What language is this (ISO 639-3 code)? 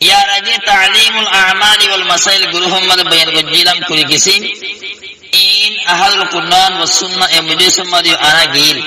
rhg